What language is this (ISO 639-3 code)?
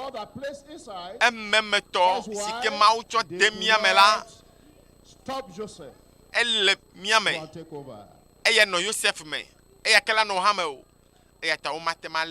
ewe